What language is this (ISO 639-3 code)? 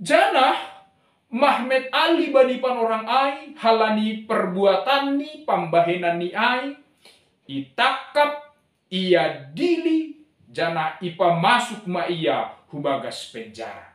bts